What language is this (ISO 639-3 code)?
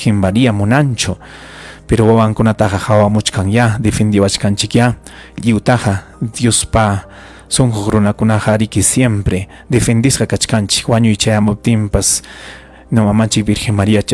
quy